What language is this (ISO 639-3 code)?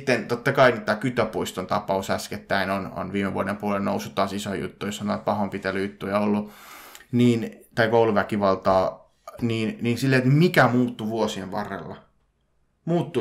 fin